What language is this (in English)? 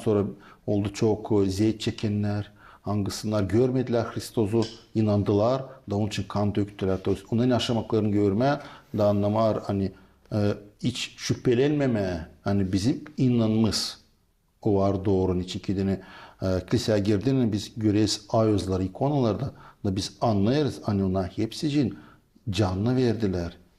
Gagauz